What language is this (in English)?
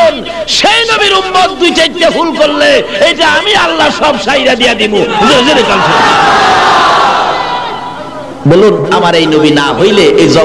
Bangla